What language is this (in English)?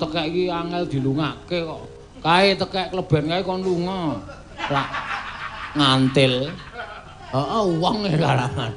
Javanese